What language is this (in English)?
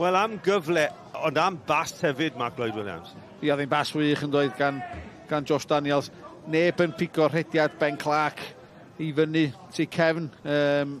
Welsh